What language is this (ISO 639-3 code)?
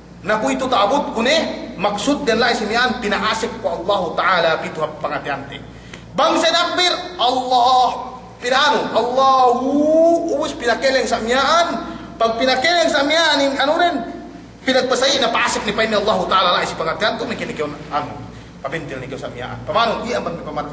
yka